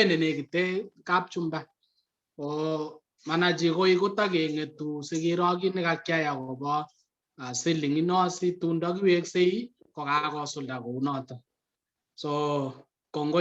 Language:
Kalenjin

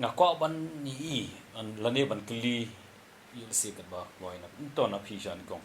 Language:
Khasi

